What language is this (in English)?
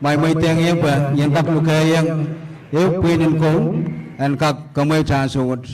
Pohnpeian